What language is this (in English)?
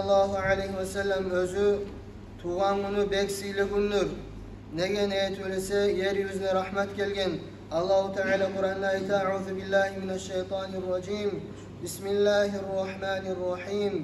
Kumyk